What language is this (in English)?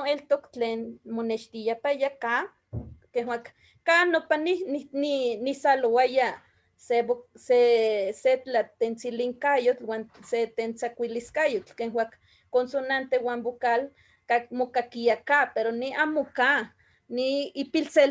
Eastern Huasteca Nahuatl